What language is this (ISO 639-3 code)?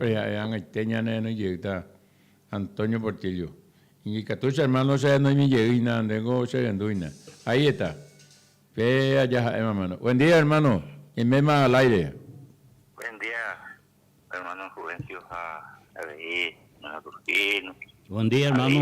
grn